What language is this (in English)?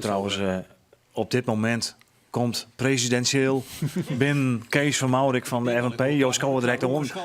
Western Frisian